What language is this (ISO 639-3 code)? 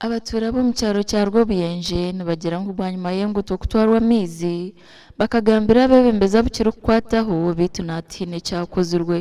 nyn